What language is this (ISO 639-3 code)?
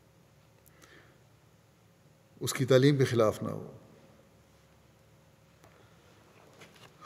urd